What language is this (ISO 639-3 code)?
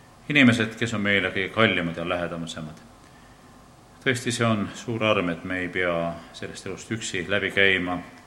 est